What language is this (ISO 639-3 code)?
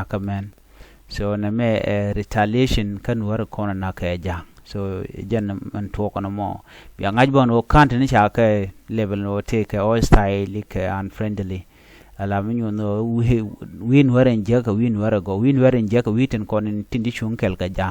nus